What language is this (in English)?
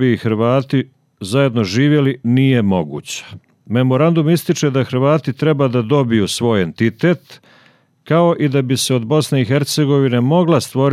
Serbian